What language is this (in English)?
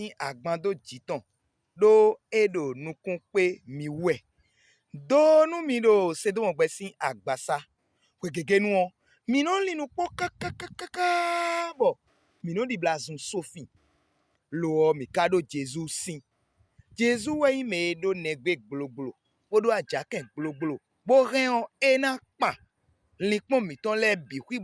Fon